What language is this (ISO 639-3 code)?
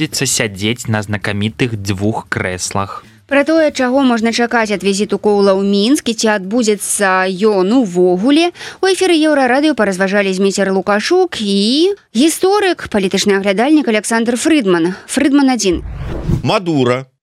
bel